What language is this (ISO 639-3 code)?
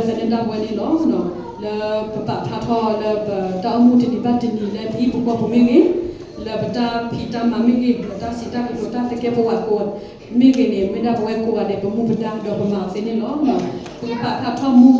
ksw